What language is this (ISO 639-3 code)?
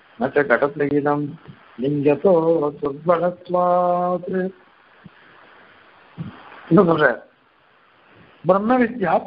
tam